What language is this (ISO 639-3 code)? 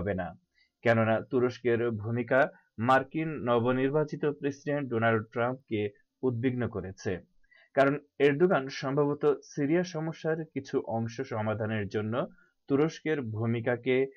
ben